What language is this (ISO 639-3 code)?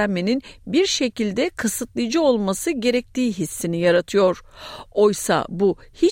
tur